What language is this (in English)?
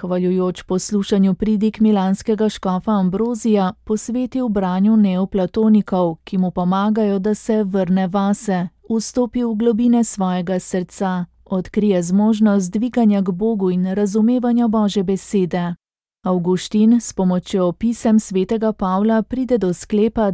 Slovenian